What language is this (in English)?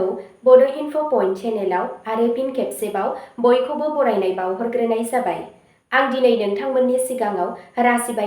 Bodo